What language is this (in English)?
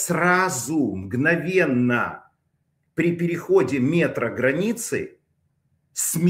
Russian